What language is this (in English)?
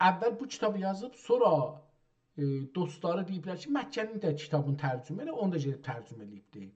South Azerbaijani